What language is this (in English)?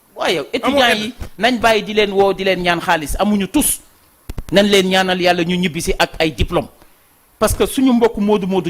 Wolof